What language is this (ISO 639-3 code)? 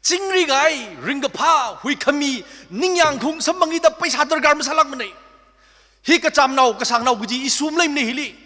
nmf